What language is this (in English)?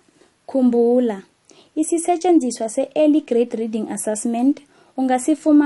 South Ndebele